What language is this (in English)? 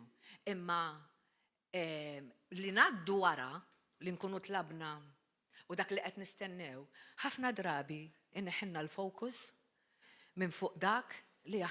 Maltese